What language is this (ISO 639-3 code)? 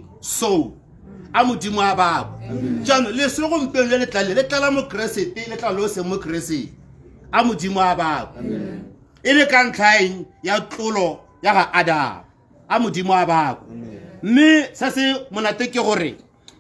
tsn